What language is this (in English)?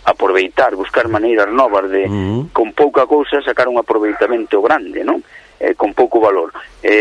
Galician